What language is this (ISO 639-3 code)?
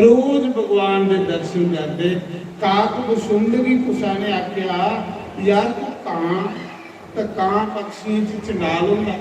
doi